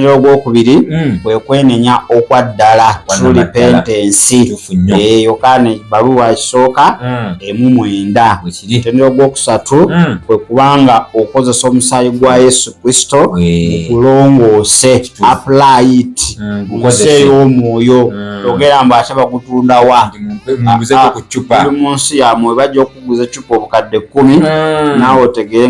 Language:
Ganda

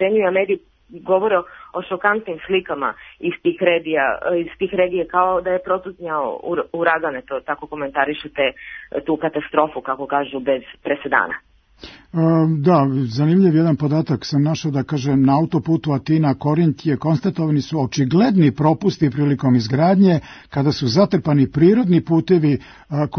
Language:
Serbian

